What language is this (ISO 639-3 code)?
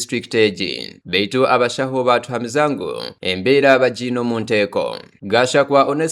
nyn